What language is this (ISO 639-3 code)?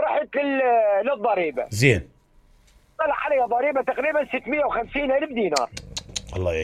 acm